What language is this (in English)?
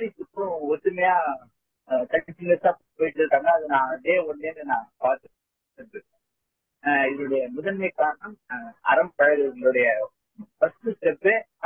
Tamil